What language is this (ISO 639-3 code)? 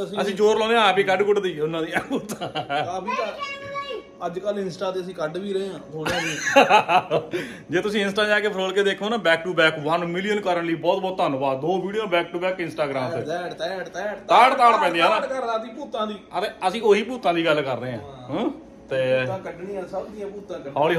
pan